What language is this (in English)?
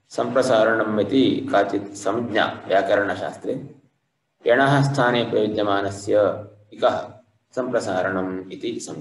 Sanskrit